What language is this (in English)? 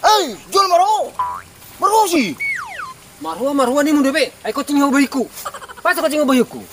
Batak Toba